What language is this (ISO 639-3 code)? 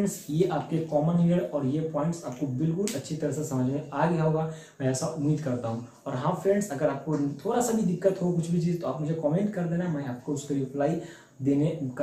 hin